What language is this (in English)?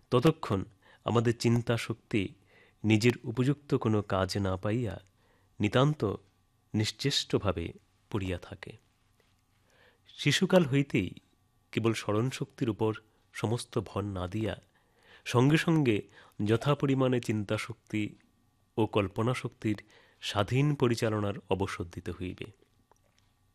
Bangla